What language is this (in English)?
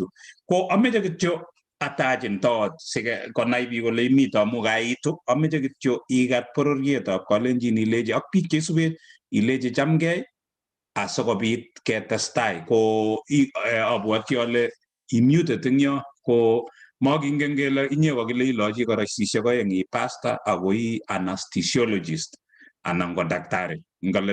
Kalenjin